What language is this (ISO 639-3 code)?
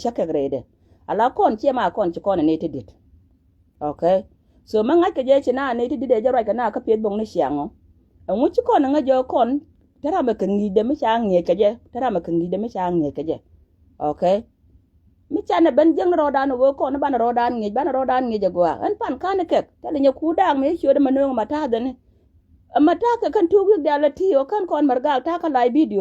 nus